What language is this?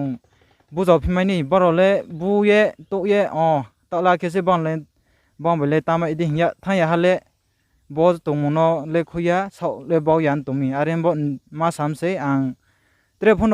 Riang (India)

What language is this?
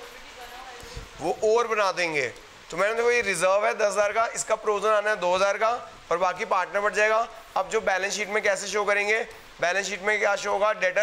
Hindi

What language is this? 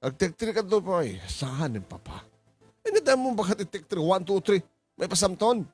Iloko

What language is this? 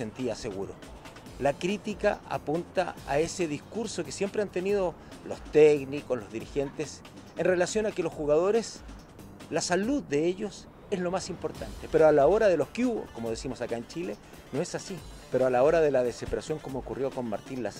Spanish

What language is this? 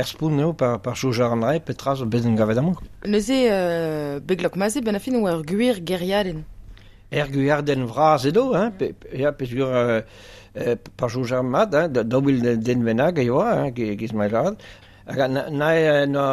Breton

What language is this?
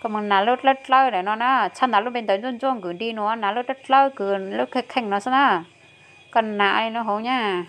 Hmong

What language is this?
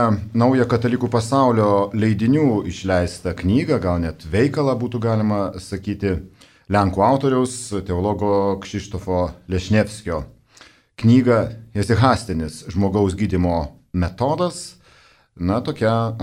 Lithuanian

